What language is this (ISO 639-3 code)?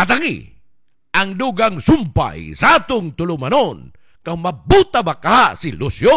ceb